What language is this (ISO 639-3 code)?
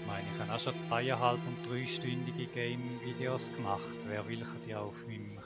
gsw